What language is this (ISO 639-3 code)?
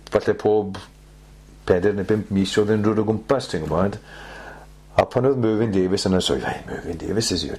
cym